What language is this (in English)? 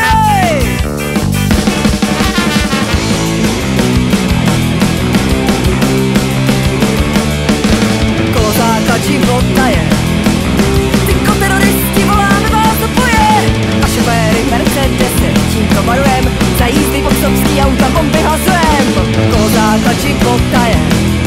Czech